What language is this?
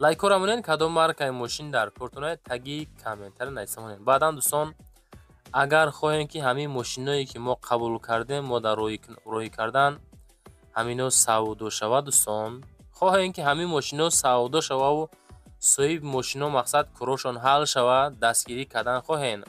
Tajik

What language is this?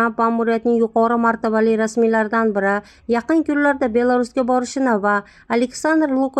Uzbek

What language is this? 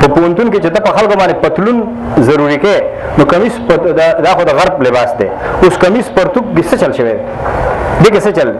Pashto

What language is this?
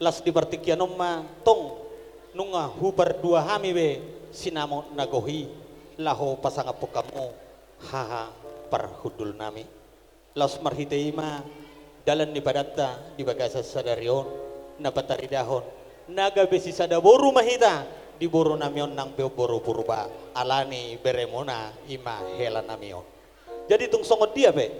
Batak Toba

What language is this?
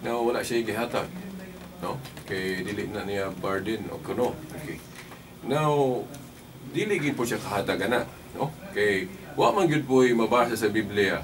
Cebuano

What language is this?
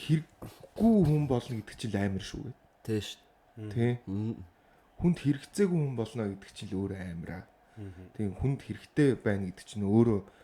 Mongolian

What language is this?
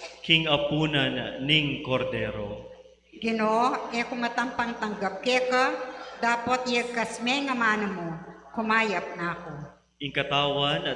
Pampanga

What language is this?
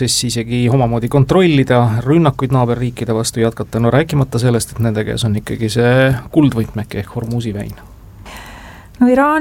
Estonian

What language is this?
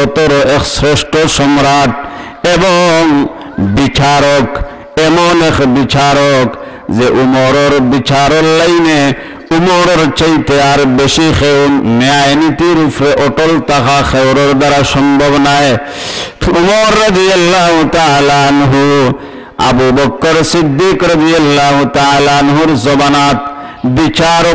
Sylheti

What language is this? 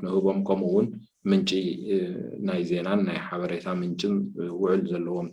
Tigrinya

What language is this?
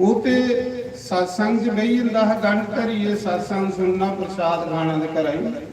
Dogri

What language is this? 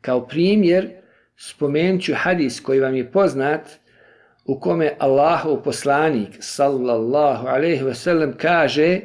Bosnian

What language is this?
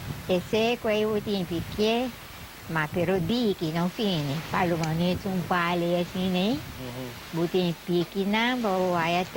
Papiamento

